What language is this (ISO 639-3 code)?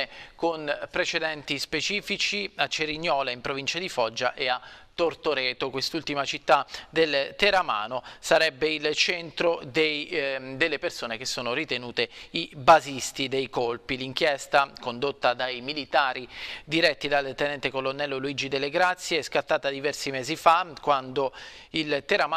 ita